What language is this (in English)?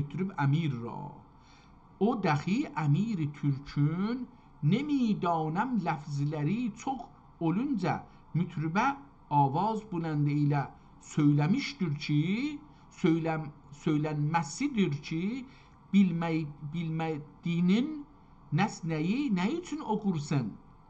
South Azerbaijani